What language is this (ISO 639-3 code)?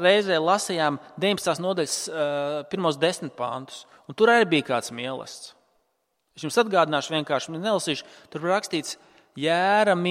lav